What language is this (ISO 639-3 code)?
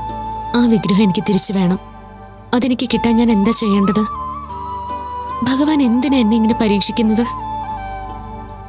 mal